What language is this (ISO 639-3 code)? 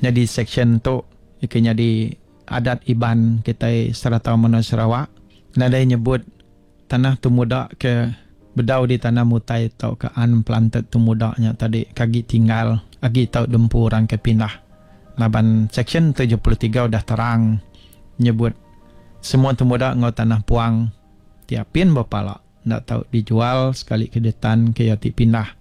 iba